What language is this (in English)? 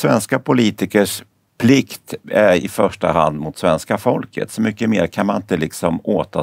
Swedish